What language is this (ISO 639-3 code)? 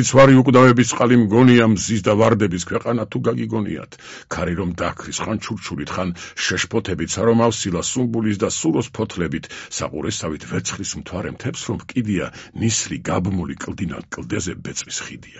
kat